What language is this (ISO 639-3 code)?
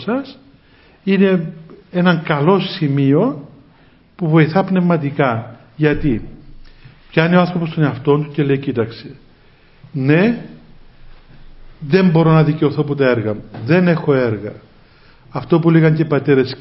ell